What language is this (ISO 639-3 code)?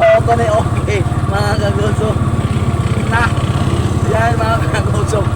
sgd